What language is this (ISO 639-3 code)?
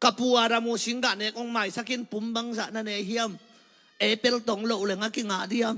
ctd